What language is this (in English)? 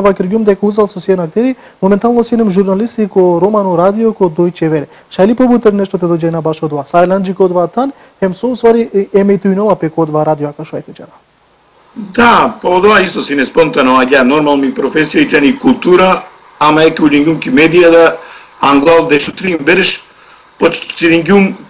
Macedonian